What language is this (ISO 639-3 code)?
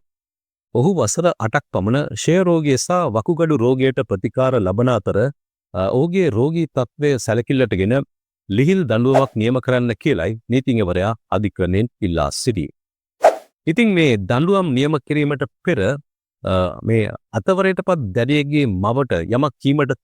sin